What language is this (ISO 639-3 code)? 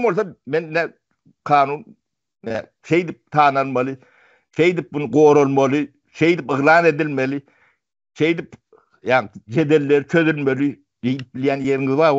tuk